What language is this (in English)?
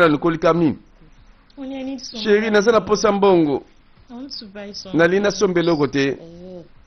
Lingala